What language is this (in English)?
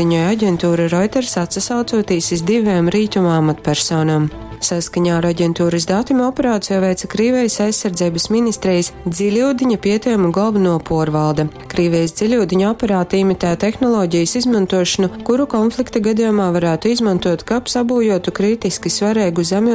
Latgalian